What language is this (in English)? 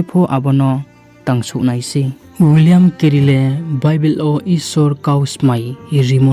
Riang (India)